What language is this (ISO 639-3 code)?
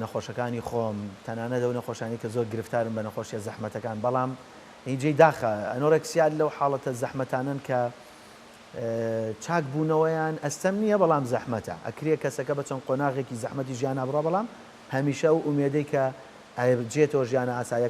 ckb